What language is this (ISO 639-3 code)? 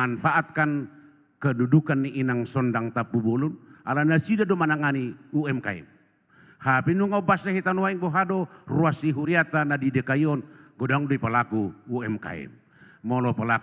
bbc